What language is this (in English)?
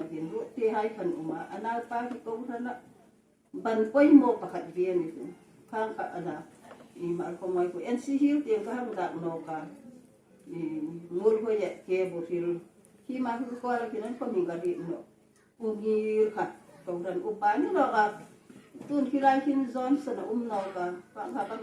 Hmar